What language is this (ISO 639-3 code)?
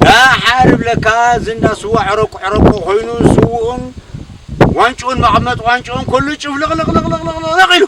tir